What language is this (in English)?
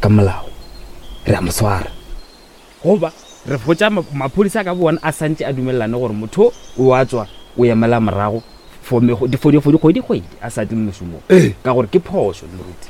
Northern Sotho